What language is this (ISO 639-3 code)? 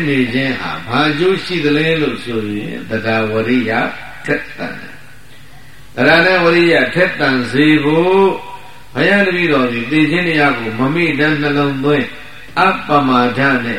mya